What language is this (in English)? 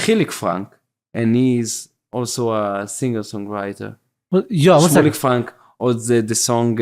Yiddish